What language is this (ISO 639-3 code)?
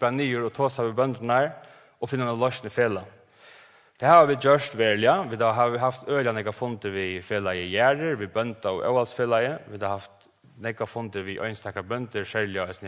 fao